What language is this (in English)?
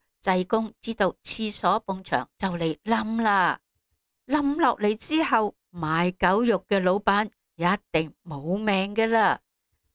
Cantonese